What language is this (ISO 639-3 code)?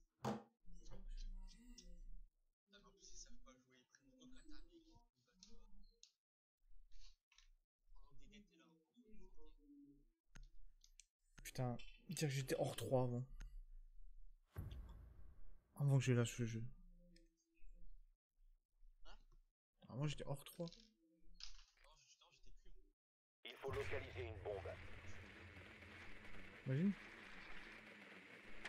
fra